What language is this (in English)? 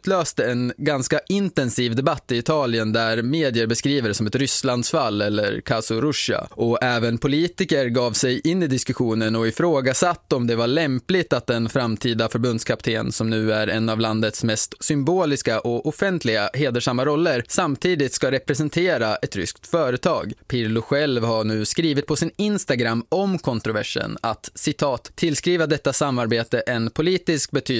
Swedish